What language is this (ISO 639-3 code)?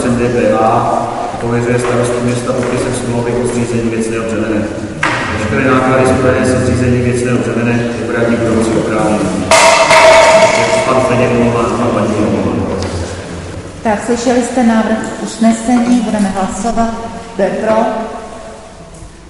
ces